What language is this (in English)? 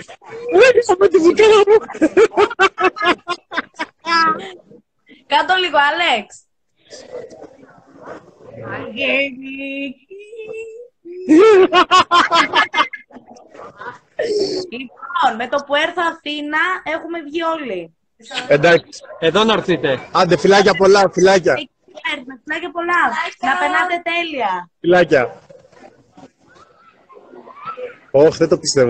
Greek